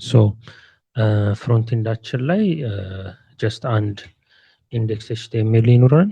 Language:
Amharic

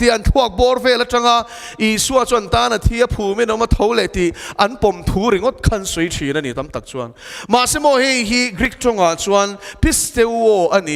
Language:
Mizo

